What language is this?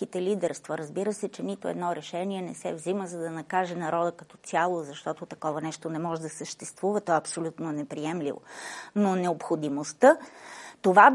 Bulgarian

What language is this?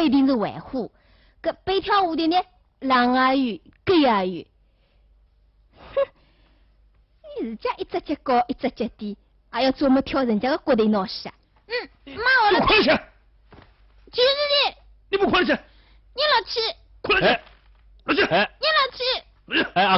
Wu Chinese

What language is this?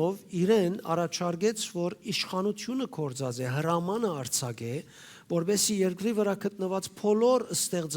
Western Armenian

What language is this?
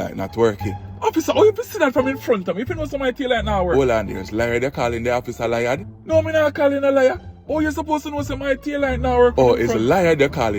Jamaican Creole English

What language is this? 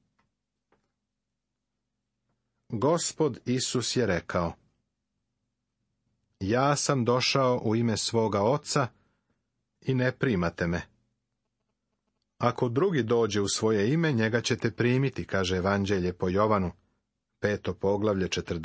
Serbian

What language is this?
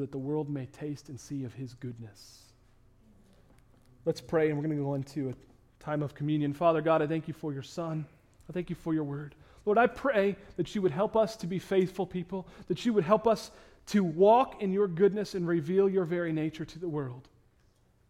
English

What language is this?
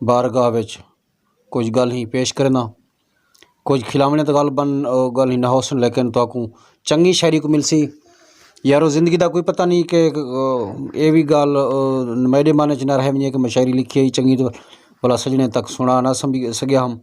Saraiki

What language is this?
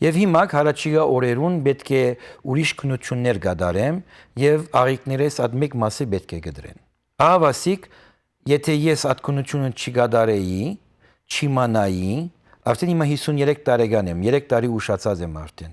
Western Armenian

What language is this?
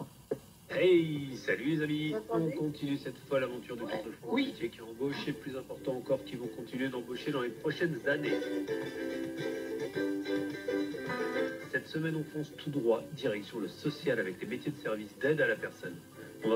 French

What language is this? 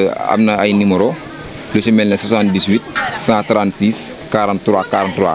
Wolof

